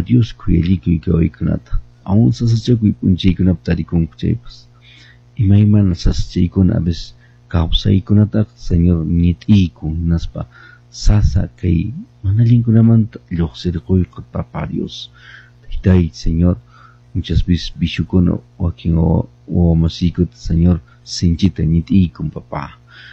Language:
Quechua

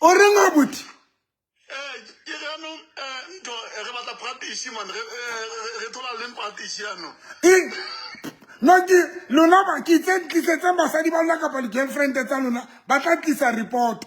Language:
Southern Sotho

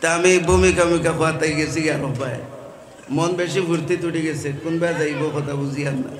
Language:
Sylheti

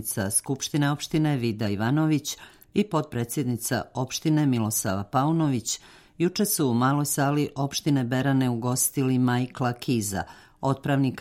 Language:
Serbian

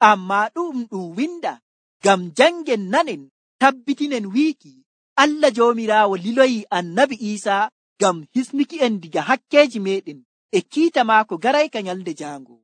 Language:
Nigerian Fulfulde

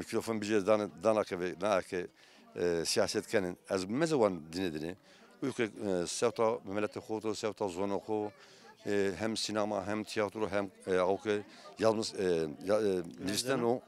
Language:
Zaza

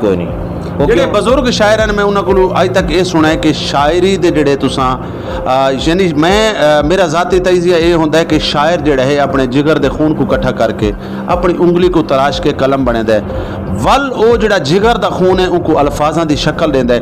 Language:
Saraiki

